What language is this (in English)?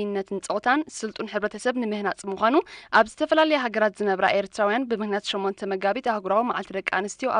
Tigrinya